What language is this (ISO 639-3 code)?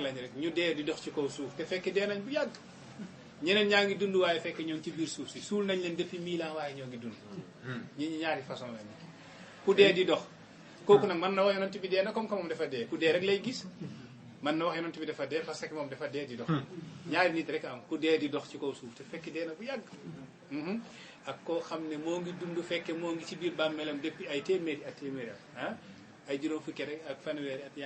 wol